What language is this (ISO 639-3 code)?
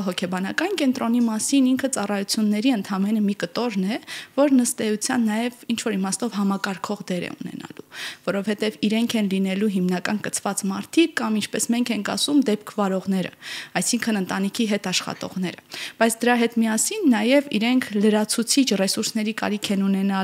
hye